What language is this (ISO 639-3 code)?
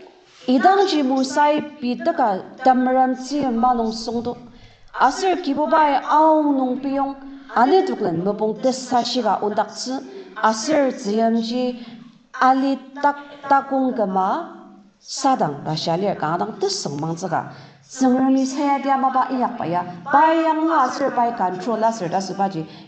njo